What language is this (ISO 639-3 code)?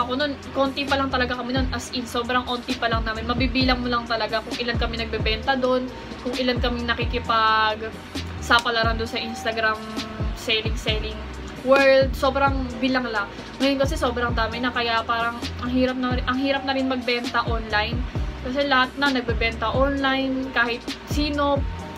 fil